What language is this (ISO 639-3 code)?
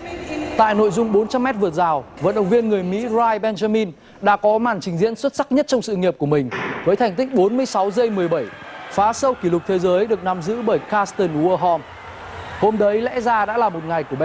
vie